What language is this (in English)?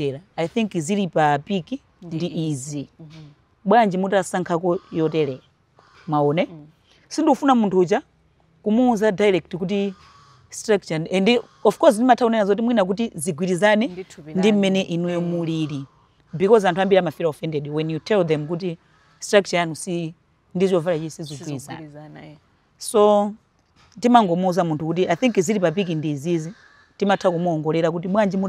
Nyanja